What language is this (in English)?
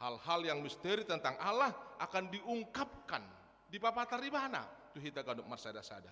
Batak Toba